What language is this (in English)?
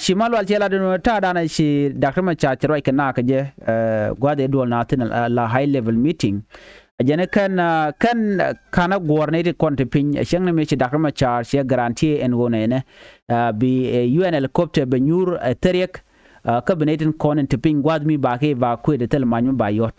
Nuer